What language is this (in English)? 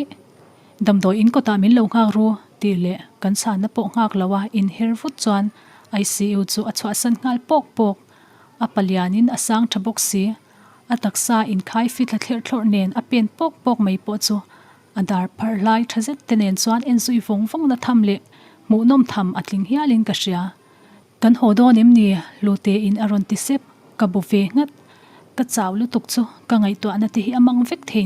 Mizo